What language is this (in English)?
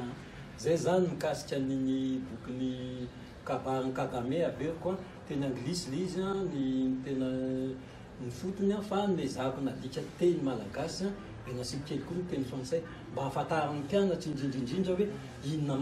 Malagasy